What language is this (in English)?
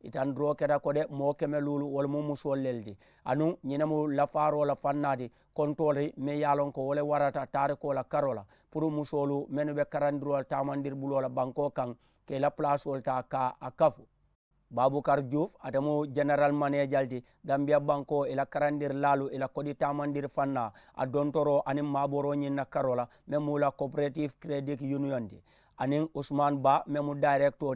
Mandingo